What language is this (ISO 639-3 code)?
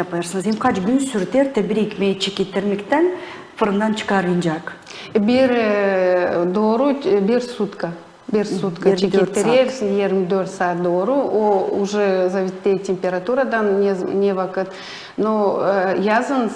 gag